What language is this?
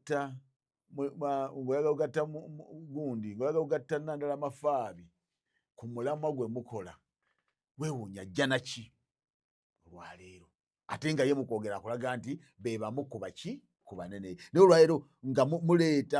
Ganda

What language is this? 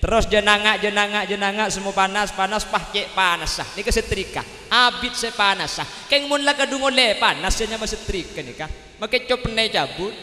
Madurese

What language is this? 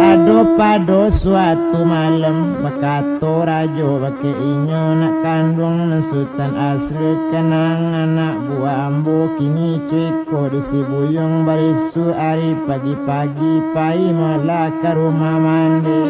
Minangkabau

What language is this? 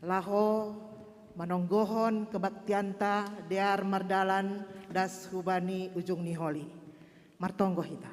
Batak Simalungun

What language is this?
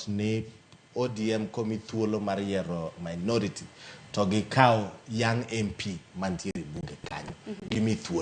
Luo (Kenya and Tanzania)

